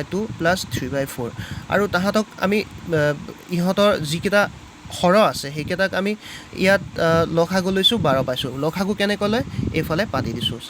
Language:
Assamese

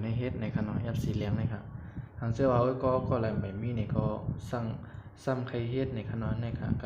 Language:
Shan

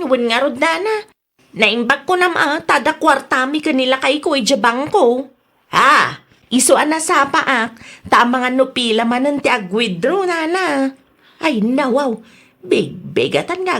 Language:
Iloko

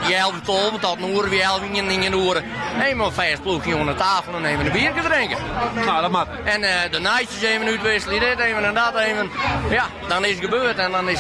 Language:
Western Frisian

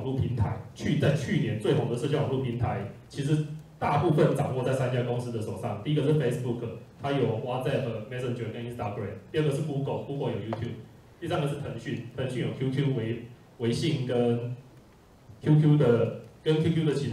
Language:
Chinese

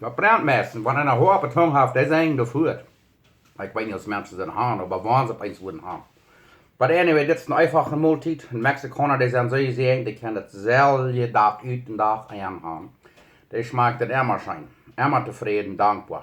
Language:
Plautdietsch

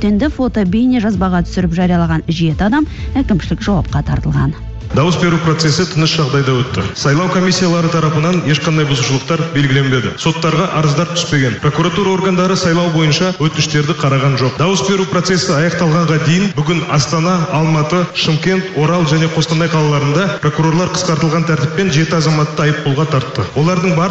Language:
Kazakh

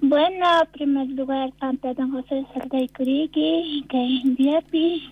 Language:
South Bolivian Quechua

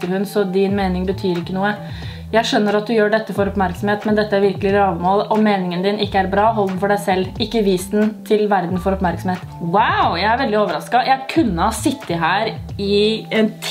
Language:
Norwegian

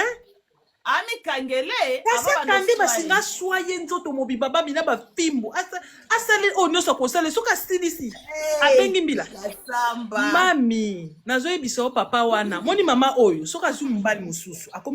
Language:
Lingala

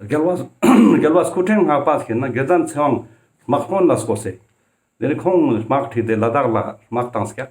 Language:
Ladakhi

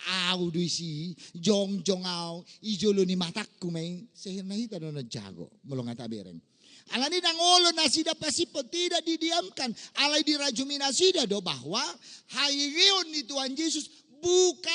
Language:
Batak Toba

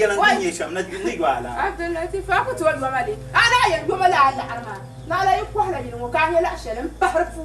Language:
Dagbani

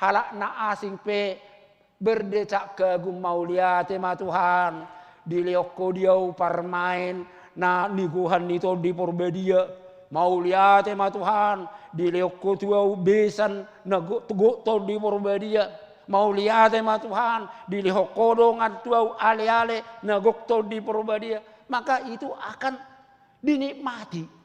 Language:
Batak Toba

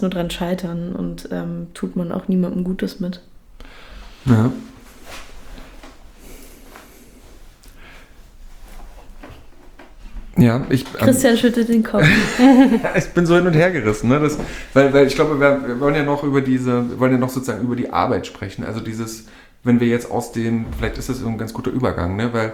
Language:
German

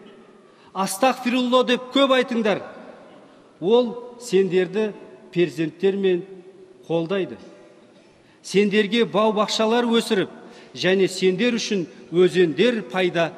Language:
Kazakh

